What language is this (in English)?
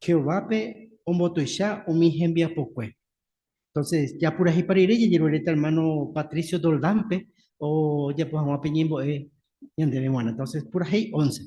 Guarani